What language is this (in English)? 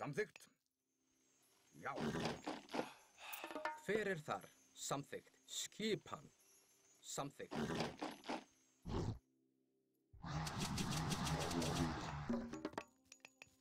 Icelandic